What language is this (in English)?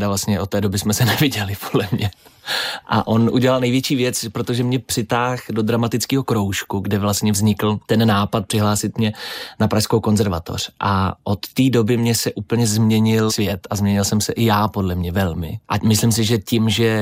Czech